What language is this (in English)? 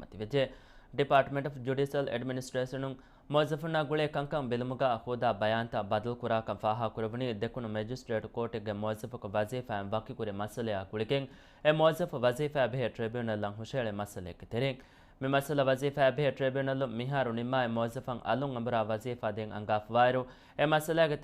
Divehi